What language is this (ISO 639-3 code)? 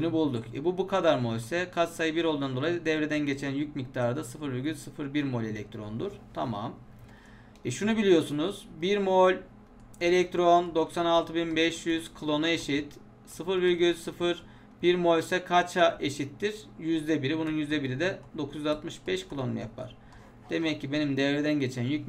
tur